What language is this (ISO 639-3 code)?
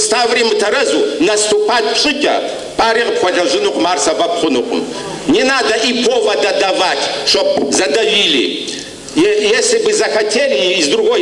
kbd